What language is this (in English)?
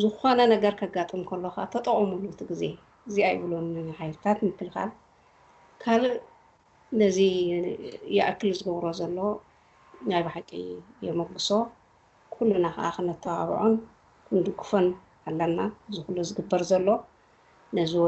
Tigrinya